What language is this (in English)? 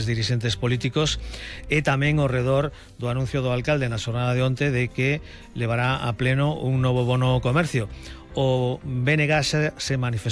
Galician